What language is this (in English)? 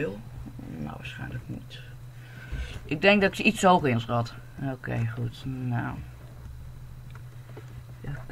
Dutch